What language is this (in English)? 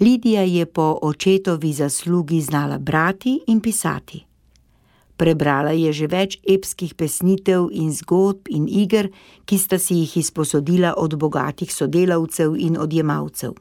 Slovenian